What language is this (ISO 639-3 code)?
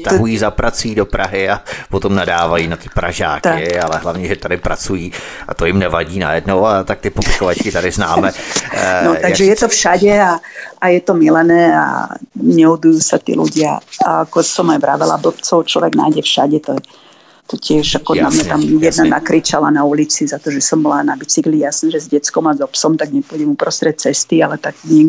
slk